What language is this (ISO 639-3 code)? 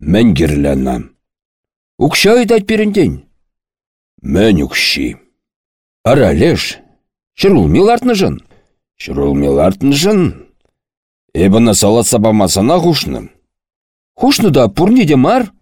chv